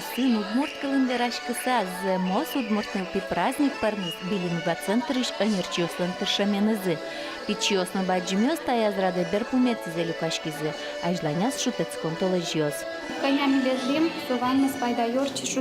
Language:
Udmurt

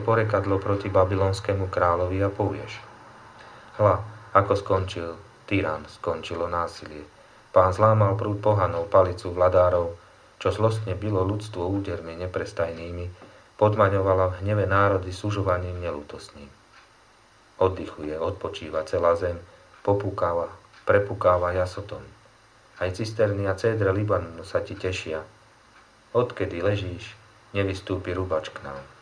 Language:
Slovak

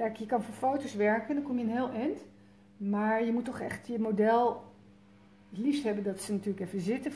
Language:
Dutch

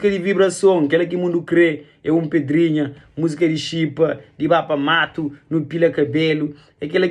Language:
Kabuverdianu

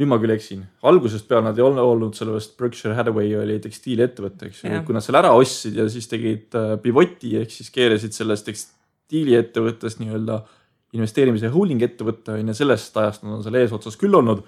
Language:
Estonian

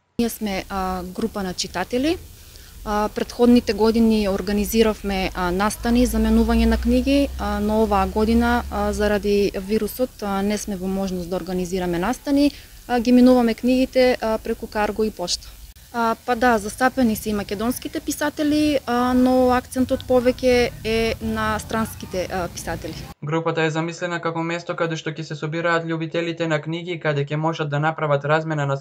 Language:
Macedonian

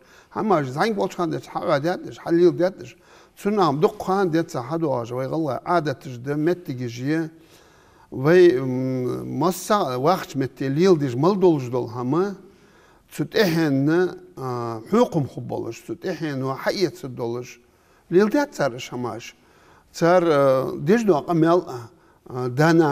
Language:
Ingush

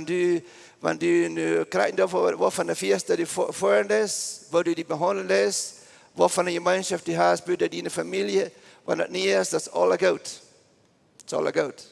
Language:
Plautdietsch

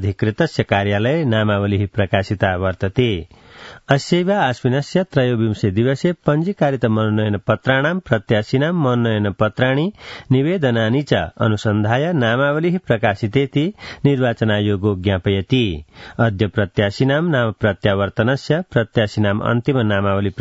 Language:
Sanskrit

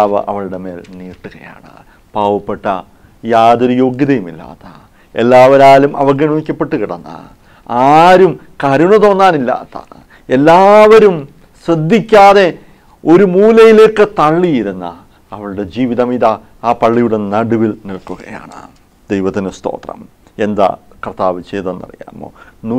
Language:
Malayalam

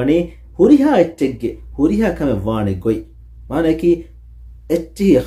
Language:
Divehi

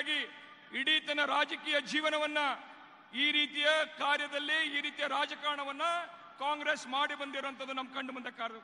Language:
Kannada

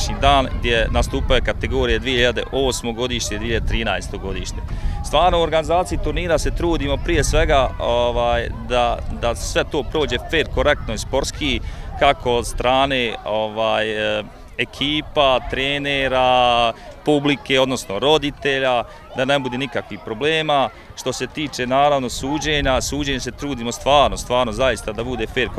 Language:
Bosnian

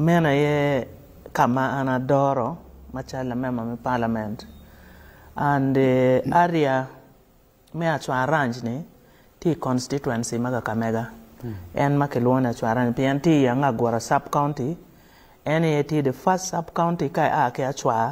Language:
Acoli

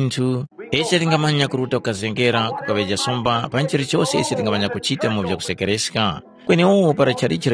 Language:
Tumbuka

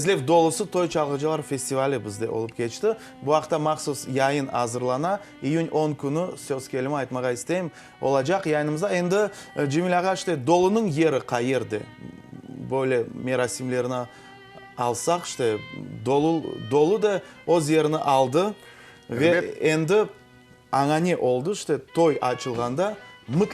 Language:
Crimean Tatar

